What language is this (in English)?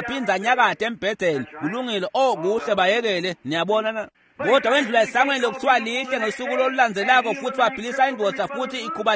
Swati